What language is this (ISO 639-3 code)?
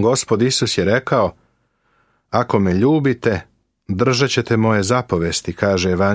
srp